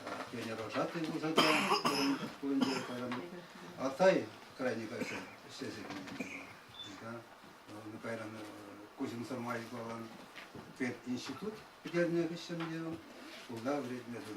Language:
Chuvash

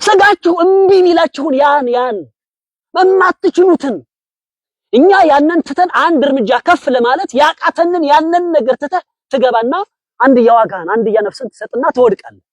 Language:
Amharic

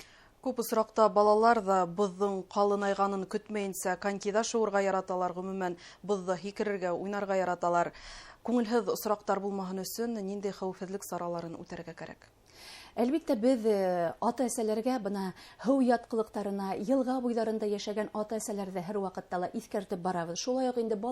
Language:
Bashkir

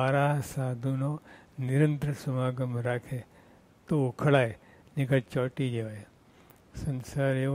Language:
Gujarati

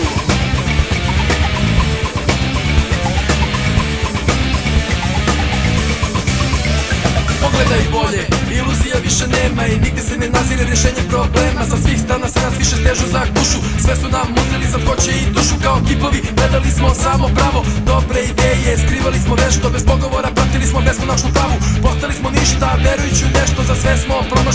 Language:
Serbian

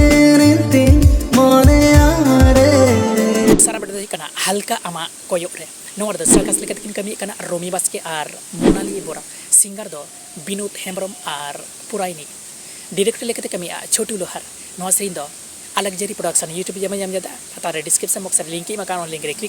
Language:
Santali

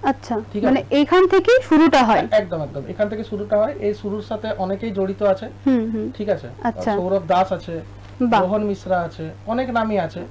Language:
Bangla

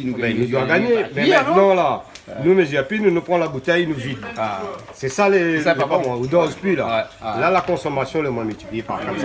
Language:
Réunion Creole French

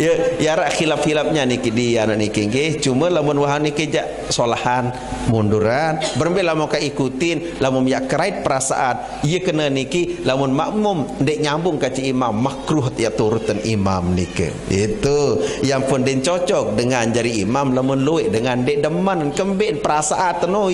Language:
Sasak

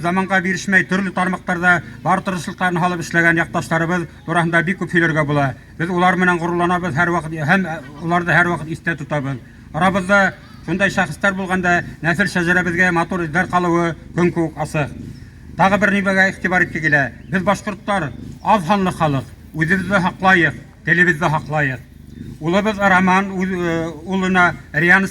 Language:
Bashkir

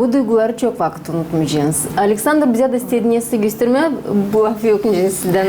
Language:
Gagauz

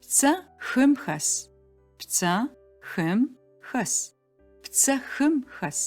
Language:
Adyghe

